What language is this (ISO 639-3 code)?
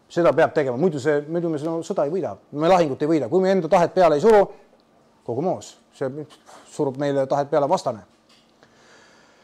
est